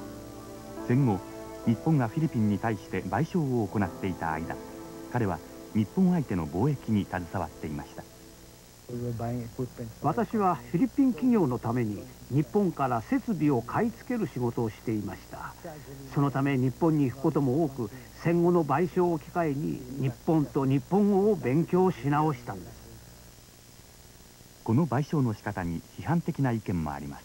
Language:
Japanese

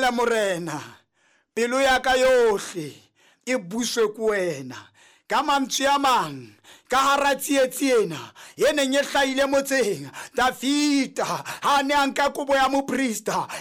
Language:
Southern Sotho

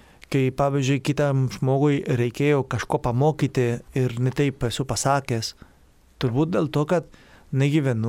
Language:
Lithuanian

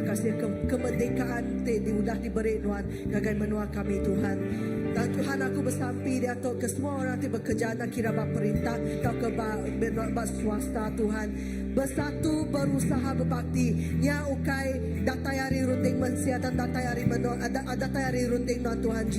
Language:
Iban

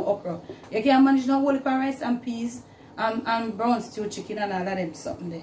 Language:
Jamaican Creole English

